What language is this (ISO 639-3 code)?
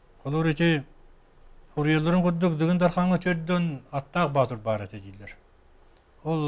sah